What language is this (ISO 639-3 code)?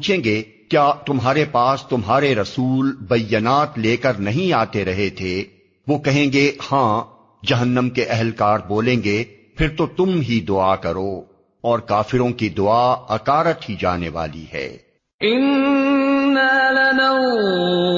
urd